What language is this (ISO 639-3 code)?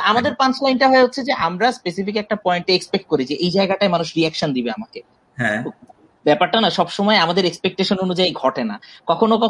ben